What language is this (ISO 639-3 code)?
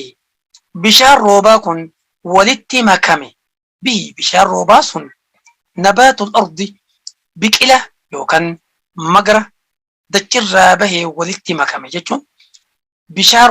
orm